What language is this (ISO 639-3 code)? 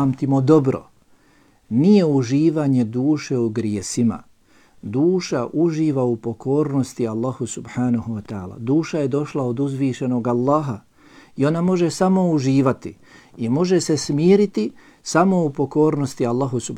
bos